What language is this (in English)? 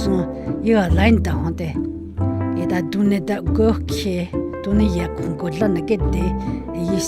Dogrib